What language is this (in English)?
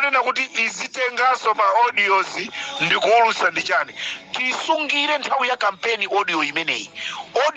Nyanja